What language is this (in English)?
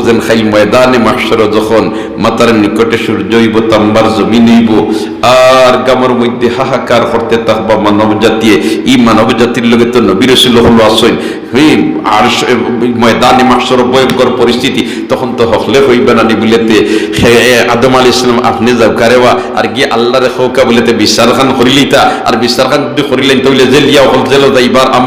Sylheti